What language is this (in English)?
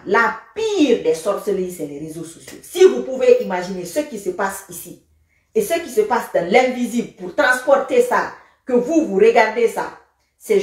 French